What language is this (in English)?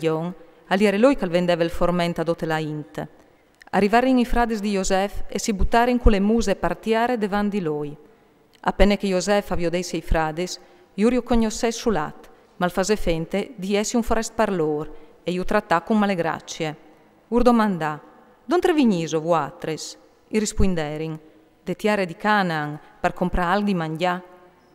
Friulian